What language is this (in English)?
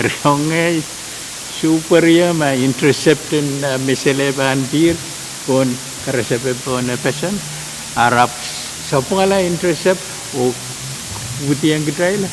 Pohnpeian